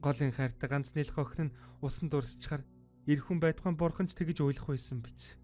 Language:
Mongolian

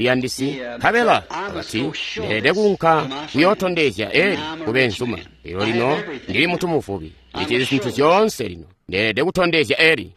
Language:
Tonga (Zambia)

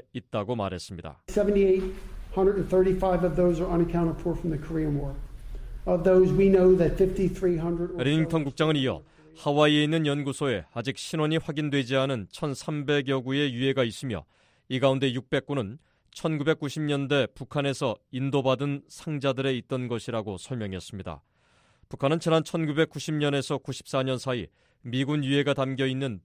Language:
Korean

